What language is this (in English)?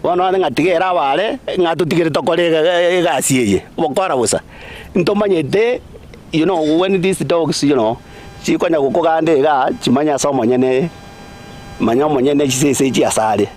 Gusii